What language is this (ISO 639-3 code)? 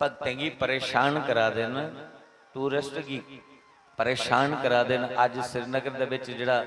doi